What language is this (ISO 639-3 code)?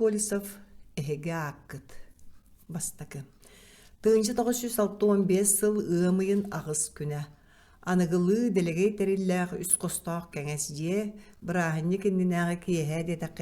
sah